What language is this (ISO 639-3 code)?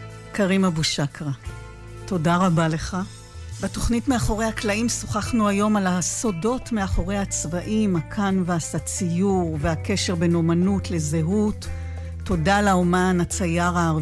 heb